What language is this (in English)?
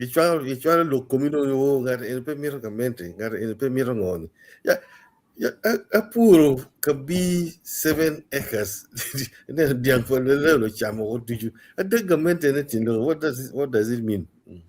Acoli